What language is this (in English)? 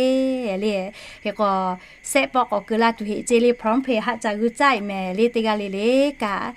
Lahu